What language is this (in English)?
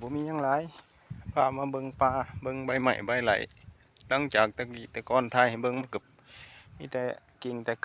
Northeastern Thai